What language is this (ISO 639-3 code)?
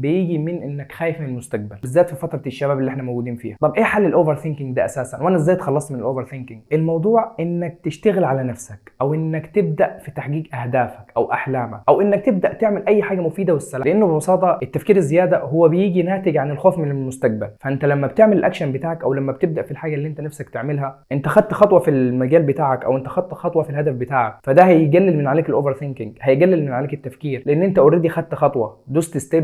arz